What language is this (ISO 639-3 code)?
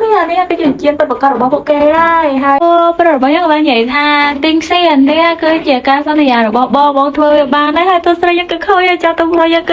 khm